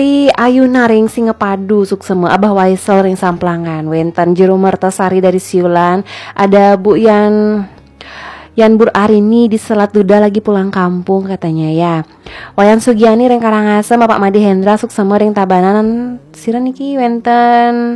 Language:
Balinese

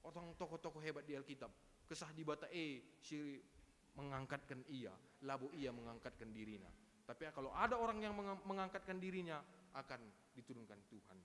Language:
Batak Karo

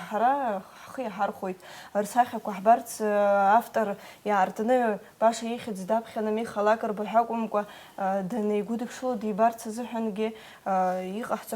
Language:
Abkhazian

